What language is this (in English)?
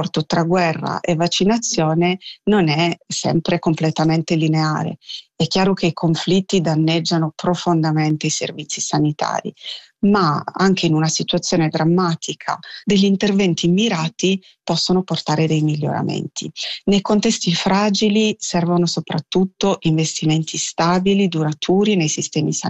Italian